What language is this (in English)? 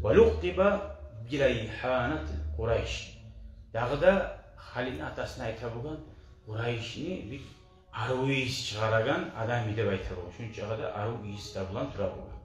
Kumyk